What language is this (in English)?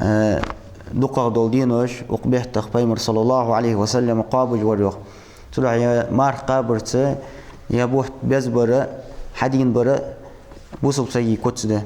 Ingush